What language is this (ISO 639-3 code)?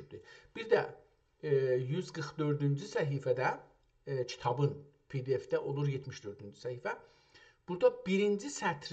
azb